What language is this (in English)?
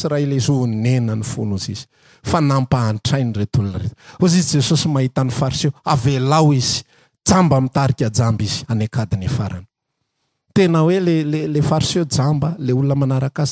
Malagasy